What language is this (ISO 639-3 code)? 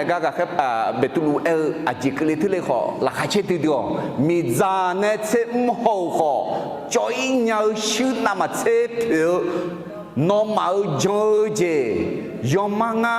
ahk